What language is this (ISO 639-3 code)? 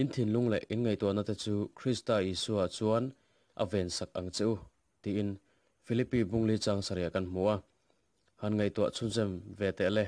lus